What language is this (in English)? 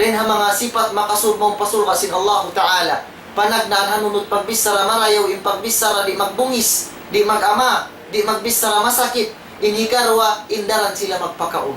Tausug